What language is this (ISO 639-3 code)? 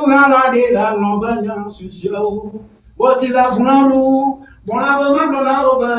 ewe